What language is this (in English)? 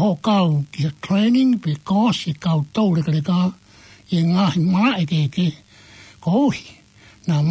Tongan